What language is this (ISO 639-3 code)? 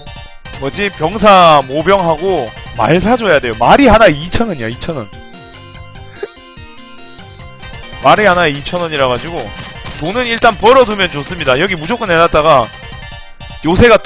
kor